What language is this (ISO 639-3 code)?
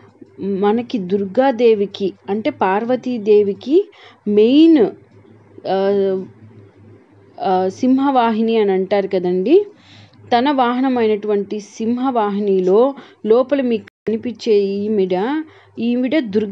tel